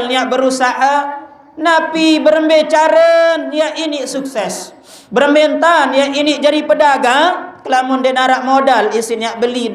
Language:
Sasak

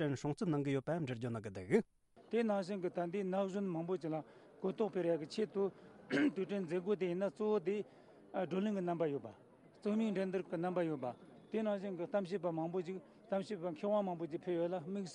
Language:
Tibetan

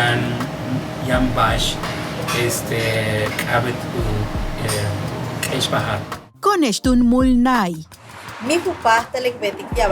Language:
Yucateco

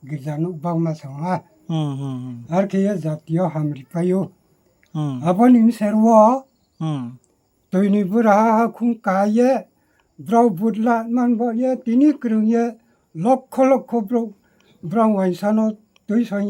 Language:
Riang (India)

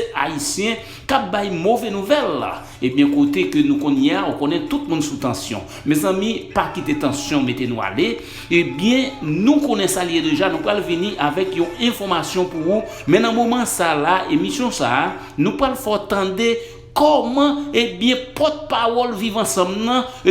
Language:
Haitian Creole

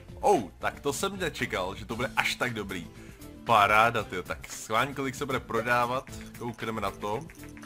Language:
Czech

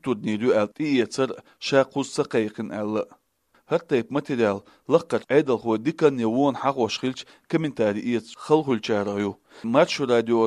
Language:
Chechen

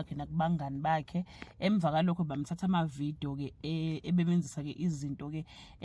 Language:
Zulu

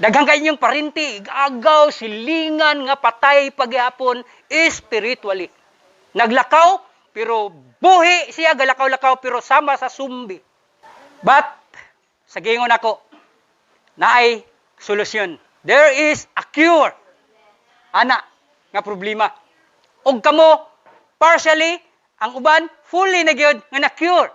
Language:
Cebuano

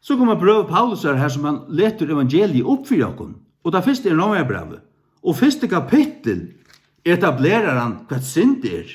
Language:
Faroese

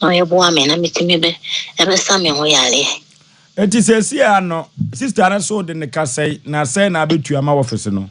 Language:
Akan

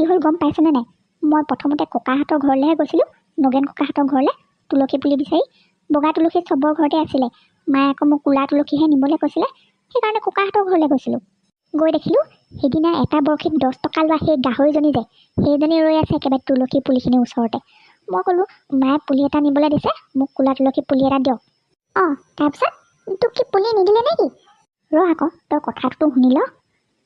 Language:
Assamese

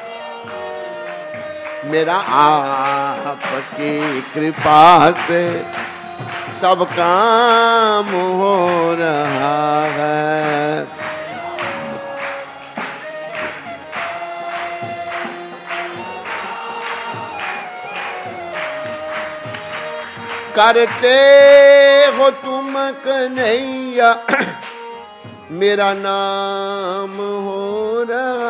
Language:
Hindi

